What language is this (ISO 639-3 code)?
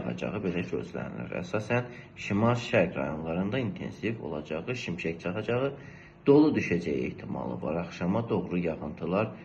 aze